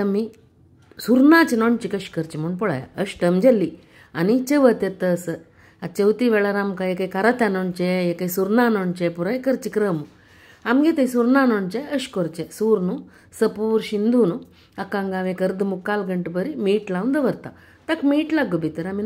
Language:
Konkani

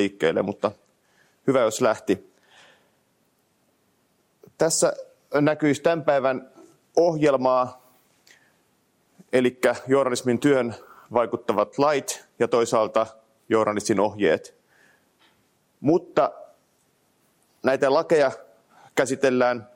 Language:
Finnish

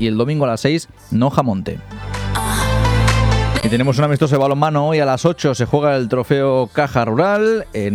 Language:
Spanish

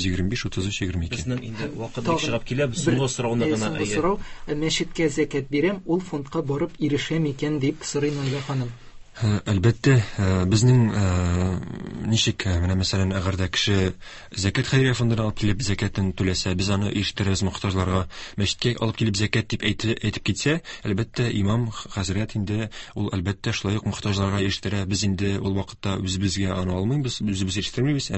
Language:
Tatar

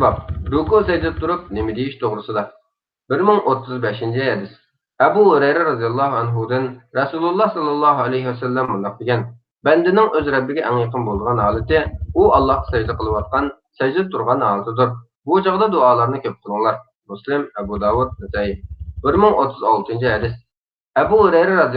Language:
Uyghur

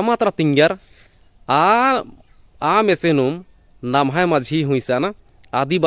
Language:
Kurukh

